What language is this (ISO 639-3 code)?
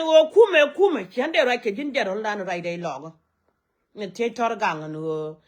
nus